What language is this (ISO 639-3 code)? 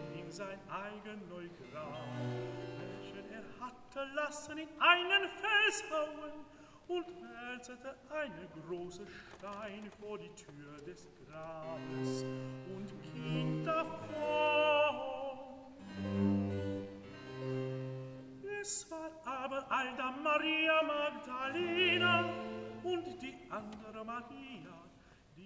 deu